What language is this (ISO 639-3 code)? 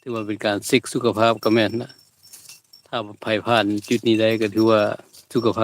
lao